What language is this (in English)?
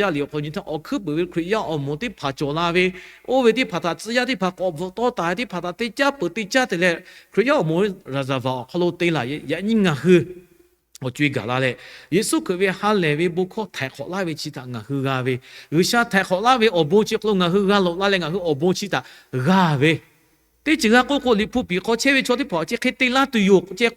Lahu